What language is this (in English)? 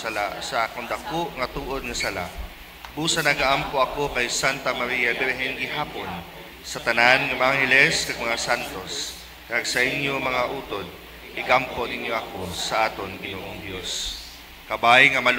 Hiligaynon